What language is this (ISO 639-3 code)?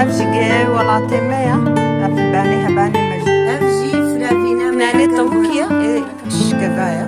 kur